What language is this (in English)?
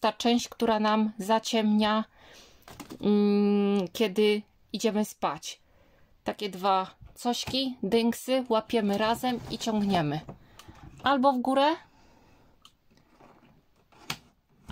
Polish